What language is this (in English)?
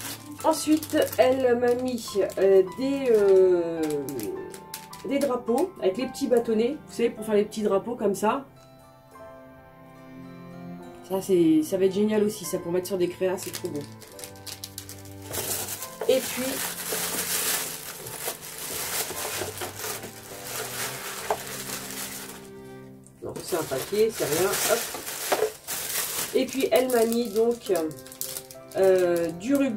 French